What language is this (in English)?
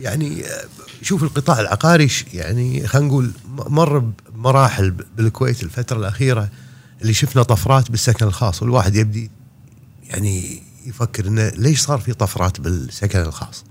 Gulf Arabic